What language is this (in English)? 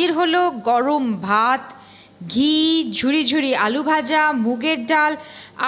Bangla